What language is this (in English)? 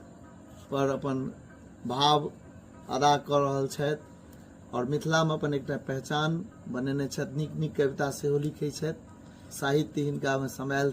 Maithili